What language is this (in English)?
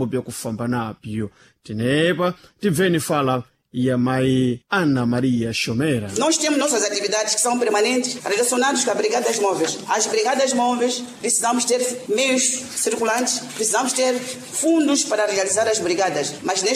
Sena